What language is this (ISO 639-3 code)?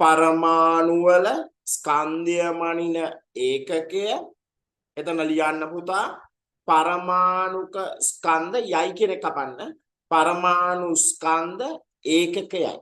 sin